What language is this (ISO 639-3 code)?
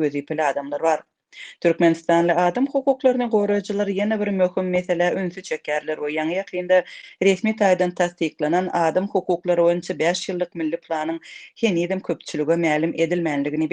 tuk